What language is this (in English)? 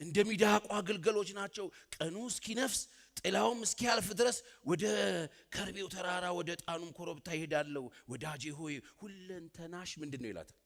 Amharic